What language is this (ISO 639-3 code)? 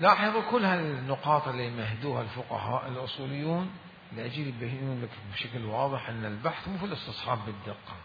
acm